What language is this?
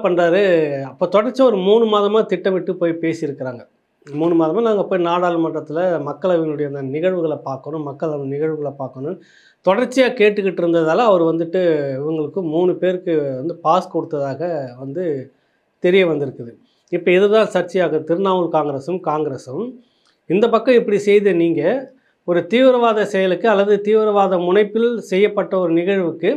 Tamil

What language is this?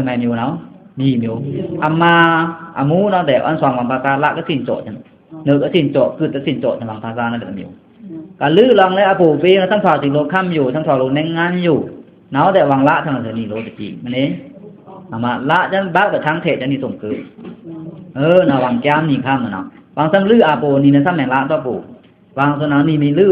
Pa'o Karen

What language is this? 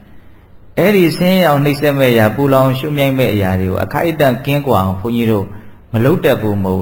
Burmese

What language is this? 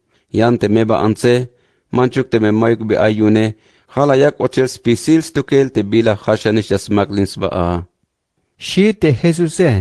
Tzeltal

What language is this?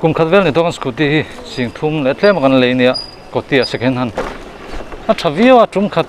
Mizo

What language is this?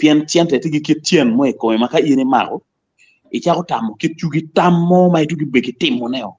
Acoli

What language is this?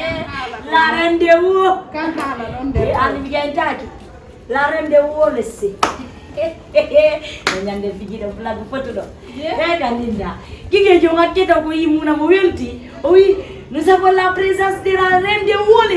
Fula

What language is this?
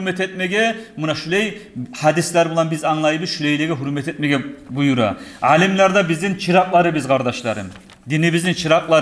Kumyk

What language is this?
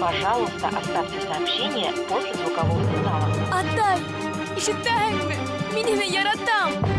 Bashkir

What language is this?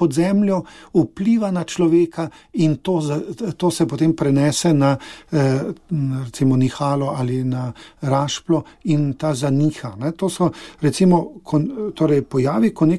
Slovenian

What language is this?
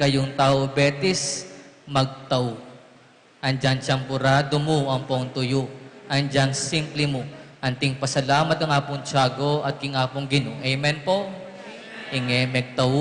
Pampanga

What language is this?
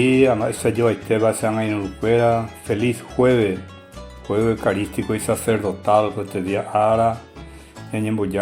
Guarani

